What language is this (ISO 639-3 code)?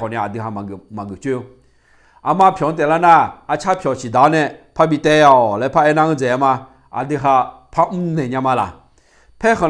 ahk